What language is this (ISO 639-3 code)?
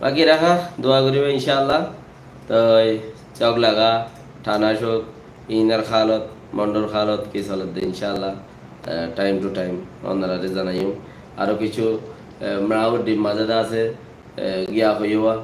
rhg